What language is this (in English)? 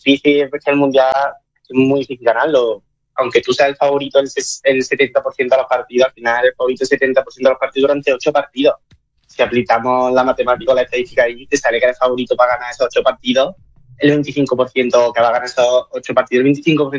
Spanish